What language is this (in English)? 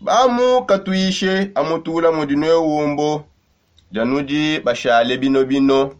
Songe